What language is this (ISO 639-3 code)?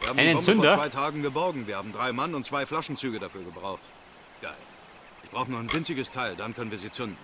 bar